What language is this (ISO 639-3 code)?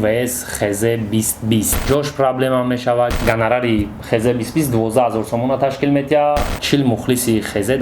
tgk